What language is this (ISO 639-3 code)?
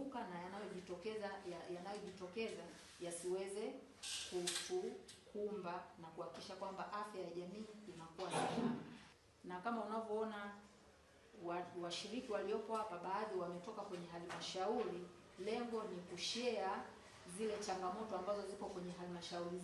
swa